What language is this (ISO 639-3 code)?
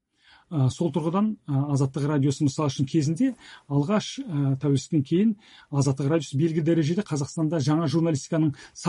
kaz